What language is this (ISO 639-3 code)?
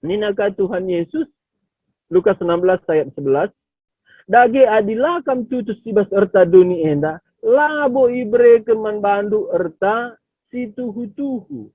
btx